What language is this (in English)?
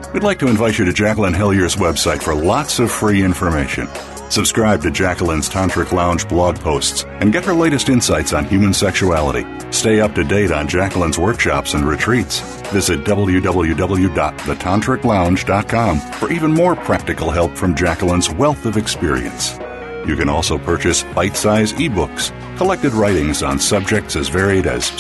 English